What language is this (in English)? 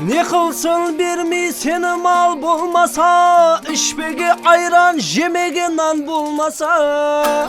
Kara-Kalpak